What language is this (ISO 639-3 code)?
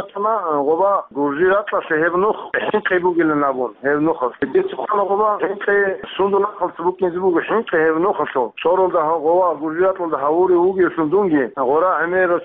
ava